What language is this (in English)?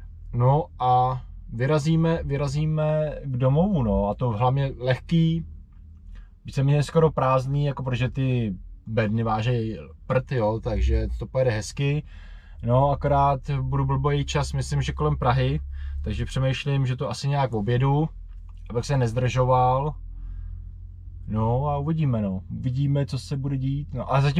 Czech